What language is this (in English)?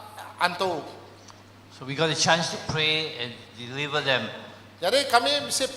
Iban